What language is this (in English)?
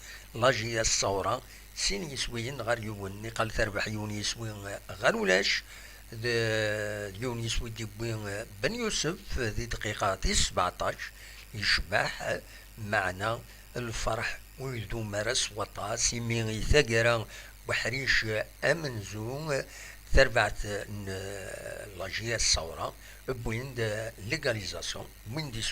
Kabyle